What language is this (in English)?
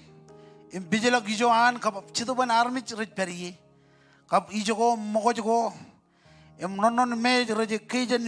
Marshallese